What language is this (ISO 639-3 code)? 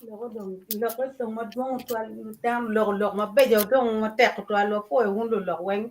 ach